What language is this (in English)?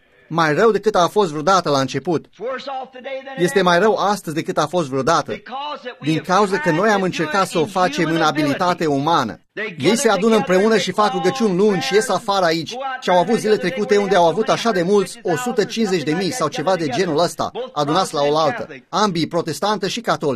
Romanian